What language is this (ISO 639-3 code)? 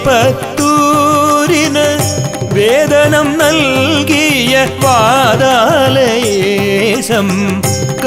mal